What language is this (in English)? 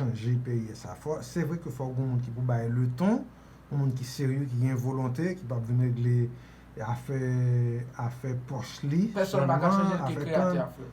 Haitian Creole